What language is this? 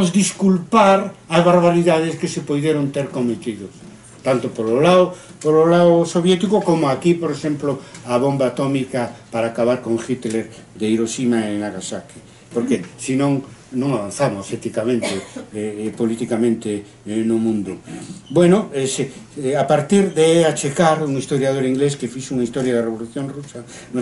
Galician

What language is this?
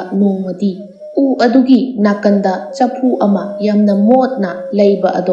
Manipuri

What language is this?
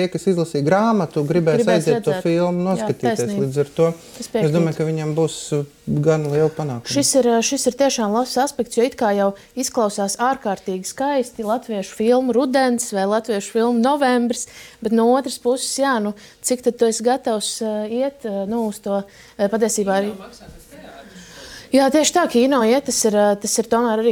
Latvian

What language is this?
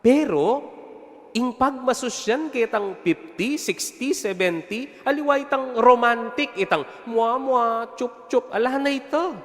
Pampanga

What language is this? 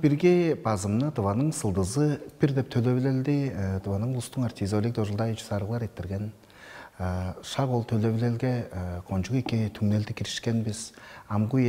Tuvinian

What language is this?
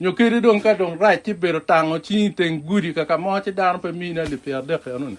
Acoli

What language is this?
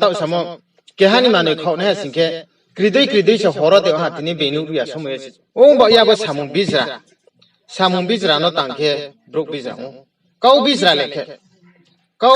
Riang (India)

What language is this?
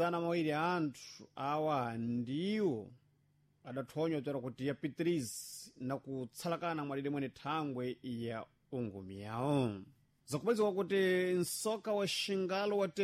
Sena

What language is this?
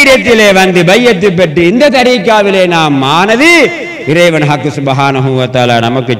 Tamil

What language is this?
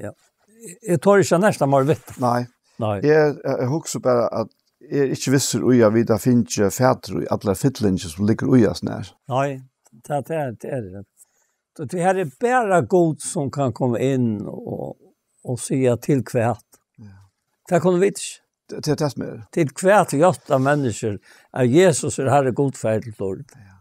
Faroese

